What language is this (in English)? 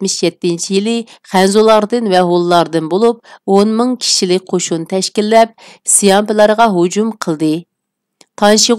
Uyghur